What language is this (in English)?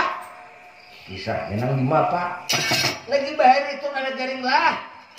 Banjar